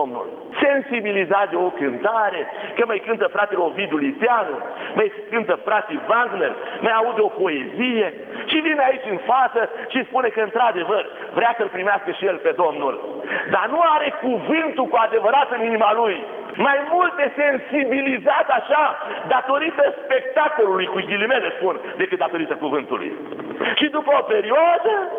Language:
Romanian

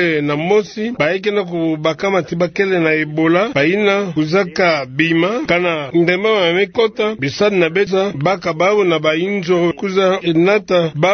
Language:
Kituba (Democratic Republic of Congo)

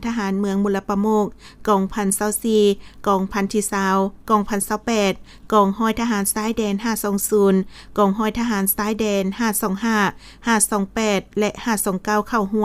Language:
Lao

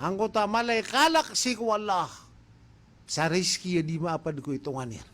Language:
Maranao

